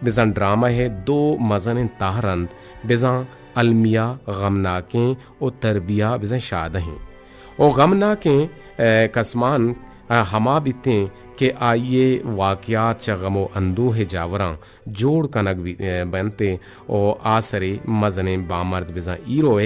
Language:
Eastern Balochi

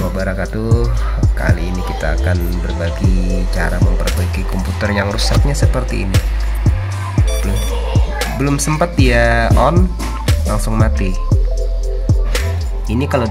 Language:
Indonesian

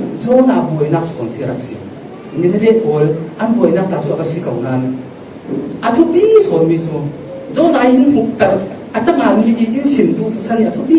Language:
Falam Chin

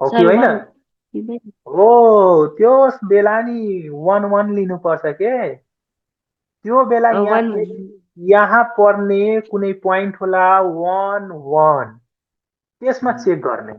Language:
Nepali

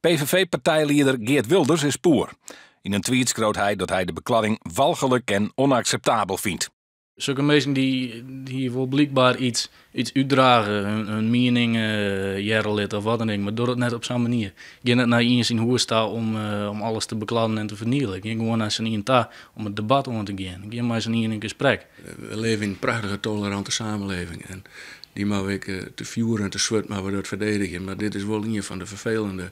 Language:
Western Frisian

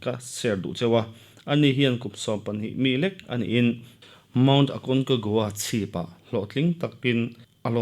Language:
Mizo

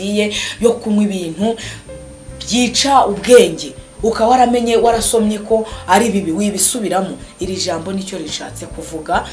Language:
Kinyarwanda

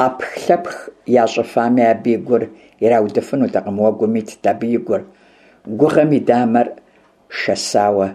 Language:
Kabardian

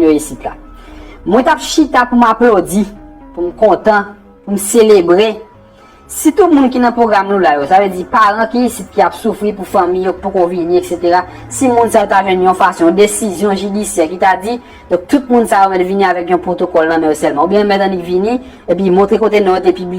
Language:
Haitian Creole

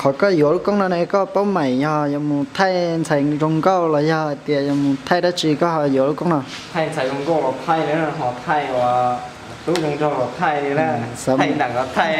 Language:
Hmong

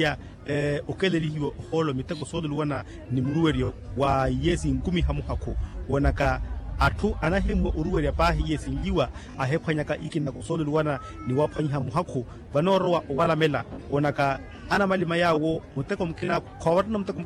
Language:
Makhuwa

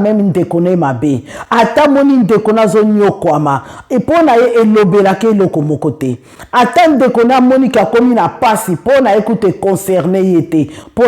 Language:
Lingala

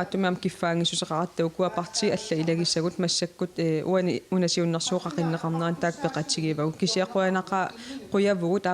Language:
Kalaallisut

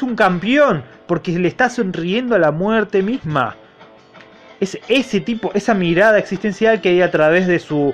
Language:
Spanish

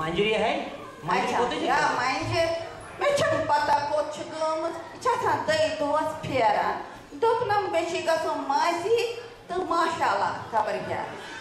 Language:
Kashmiri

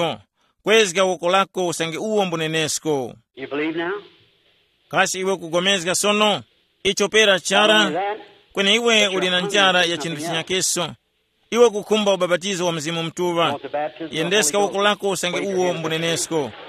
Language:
Tumbuka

